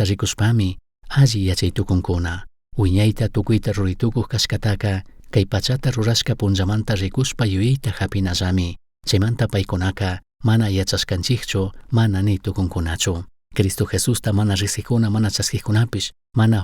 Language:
Chimborazo Highland Quichua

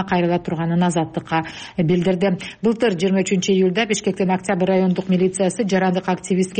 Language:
Kyrgyz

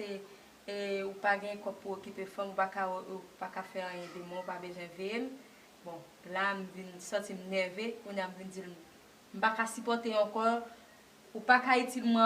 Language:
Haitian Creole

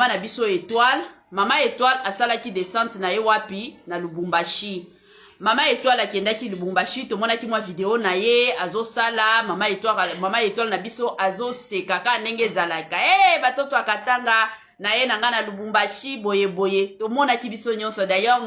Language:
Lingala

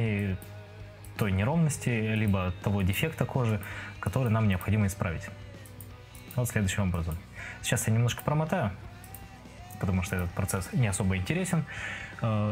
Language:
Russian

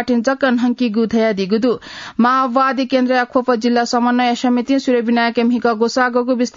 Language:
Newari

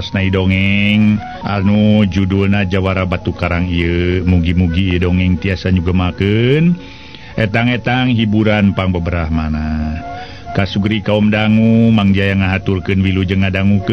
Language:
Sundanese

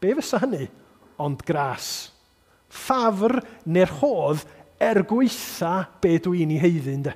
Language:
Welsh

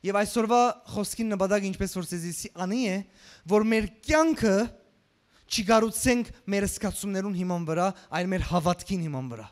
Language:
Western Armenian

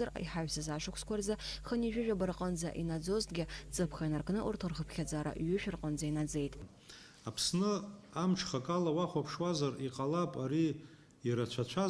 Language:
Abkhazian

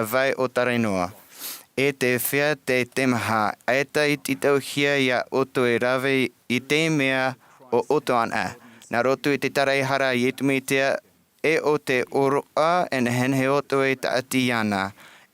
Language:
Tahitian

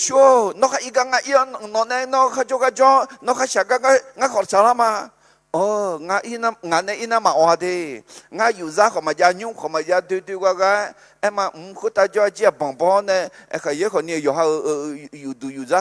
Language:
Akha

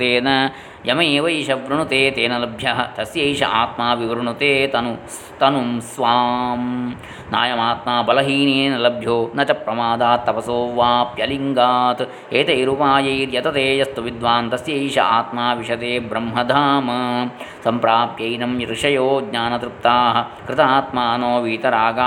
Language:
Sanskrit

